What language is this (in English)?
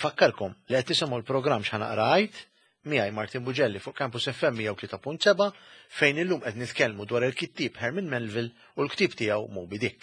Maltese